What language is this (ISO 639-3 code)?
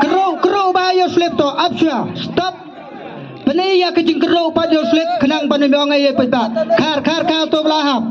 kha